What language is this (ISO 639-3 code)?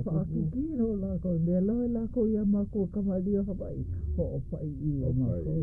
haw